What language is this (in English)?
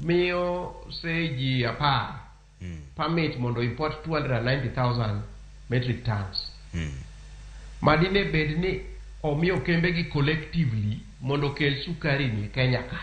Luo (Kenya and Tanzania)